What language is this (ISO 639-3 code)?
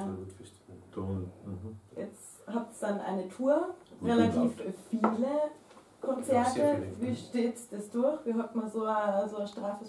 bar